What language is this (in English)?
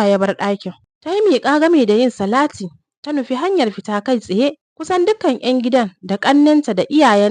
Hausa